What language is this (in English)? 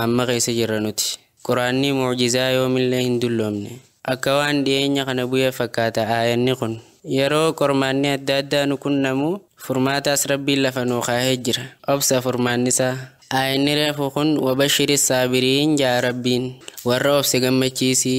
Oromo